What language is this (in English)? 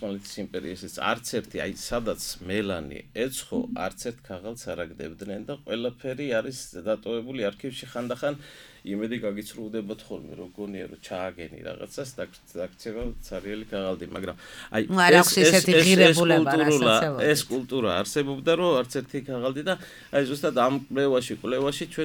Georgian